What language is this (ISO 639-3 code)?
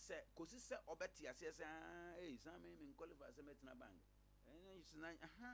aka